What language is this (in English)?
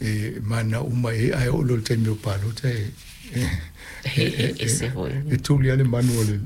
Samoan